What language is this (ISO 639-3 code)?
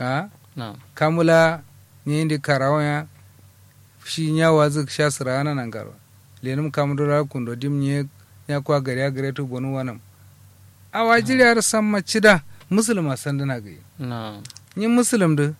kau